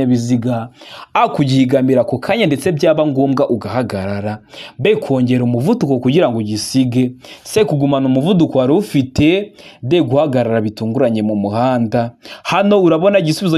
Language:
Kinyarwanda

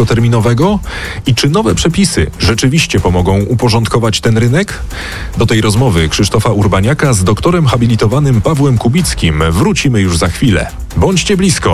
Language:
Polish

